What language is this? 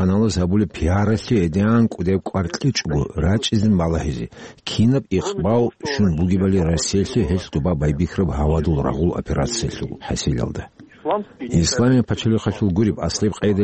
Avaric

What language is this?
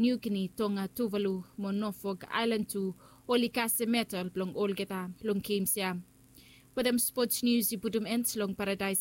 Bislama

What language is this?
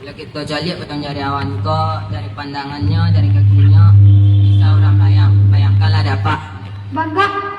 Minangkabau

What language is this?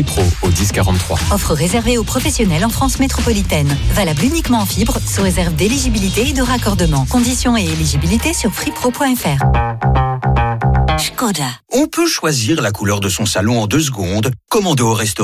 French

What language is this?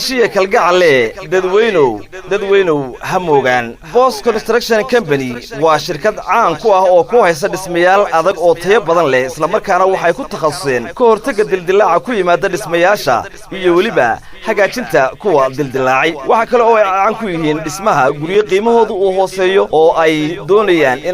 Somali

